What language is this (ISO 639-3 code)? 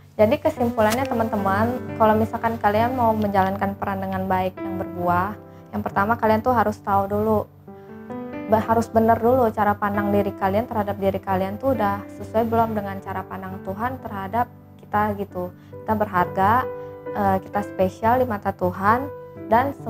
ind